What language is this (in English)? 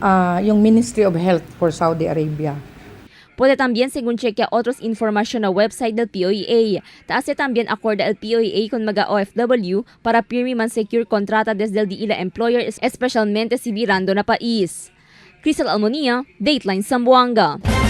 Chavacano